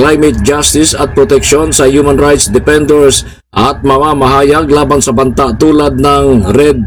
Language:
Filipino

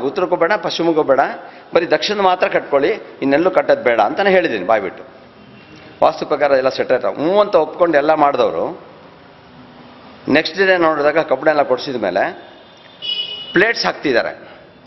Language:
Kannada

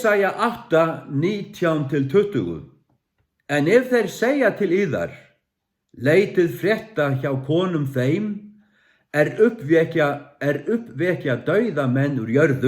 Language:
Faroese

